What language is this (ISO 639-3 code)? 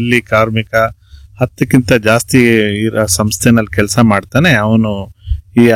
kan